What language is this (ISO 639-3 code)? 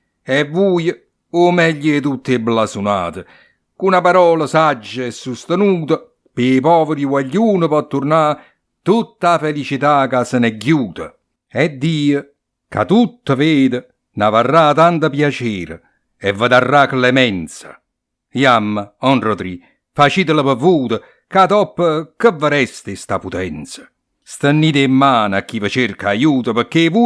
nap